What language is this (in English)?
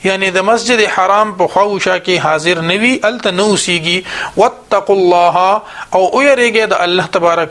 Pashto